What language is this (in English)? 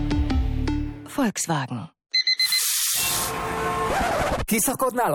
Hungarian